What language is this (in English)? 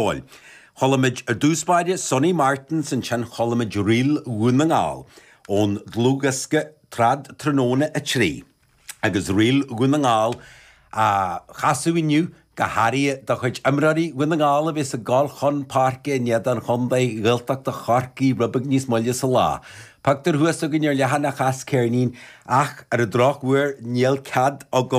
Irish